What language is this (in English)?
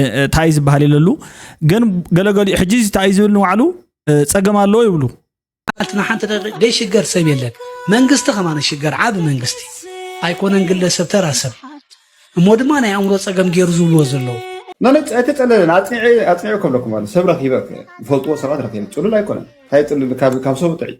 Tigrinya